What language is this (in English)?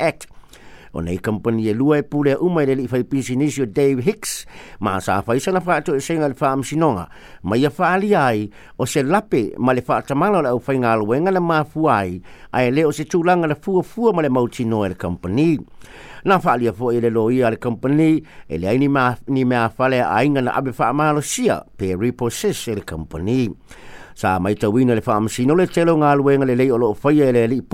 Samoan